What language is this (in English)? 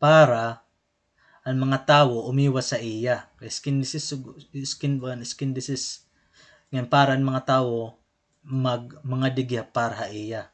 Waray